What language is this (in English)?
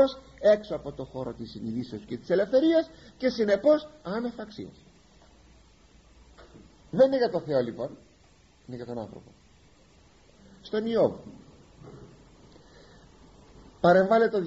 Greek